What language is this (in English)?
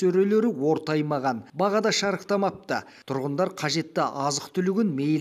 Kazakh